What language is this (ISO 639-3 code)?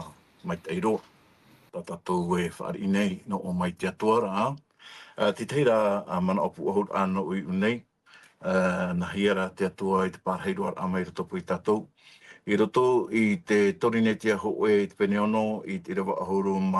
tah